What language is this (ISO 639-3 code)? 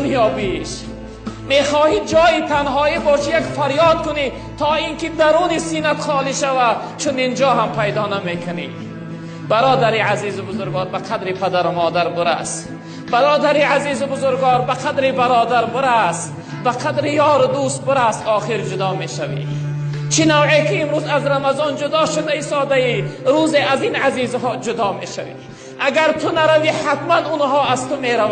tgk